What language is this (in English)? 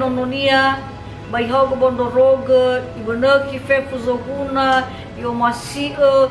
Nias